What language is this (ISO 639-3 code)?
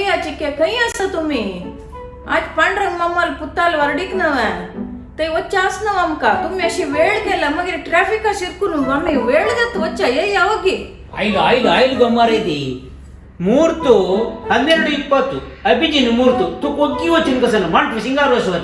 kok